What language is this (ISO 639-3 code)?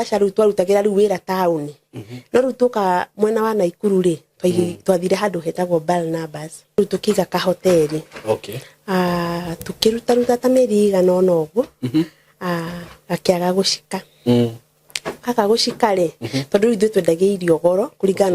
kik